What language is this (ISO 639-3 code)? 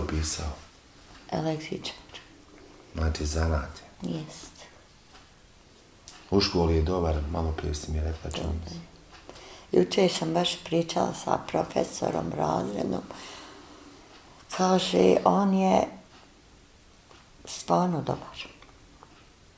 bos